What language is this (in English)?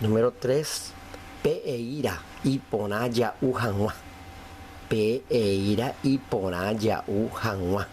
Guarani